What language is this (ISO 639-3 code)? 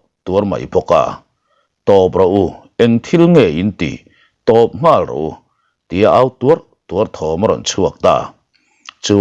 lus